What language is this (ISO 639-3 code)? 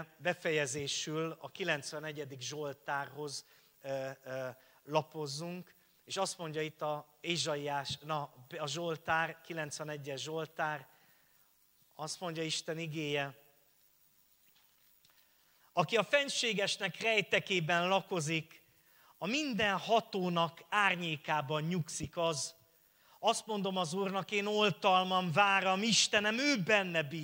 hun